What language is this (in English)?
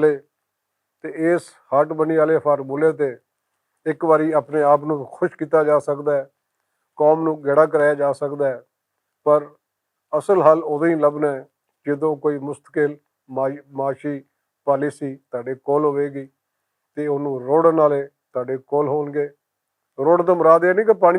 Western Panjabi